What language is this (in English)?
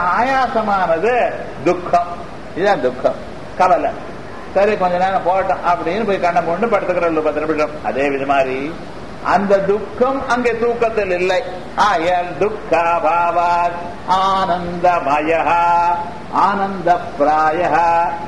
Tamil